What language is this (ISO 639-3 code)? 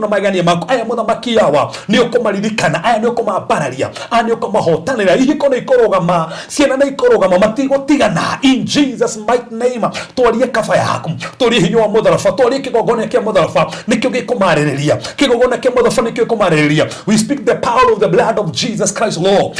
kik